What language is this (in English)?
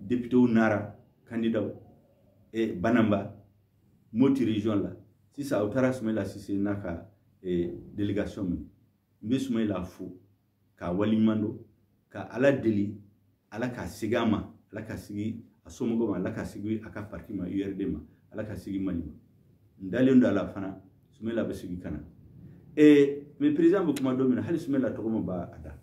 Bambara